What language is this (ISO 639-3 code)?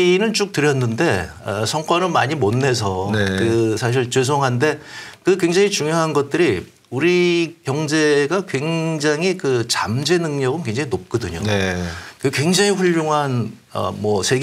kor